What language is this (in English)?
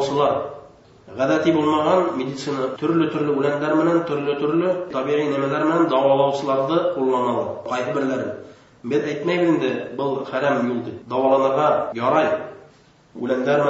Bashkir